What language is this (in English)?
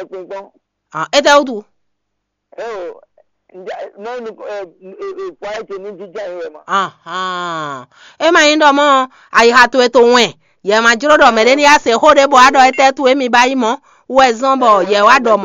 Fon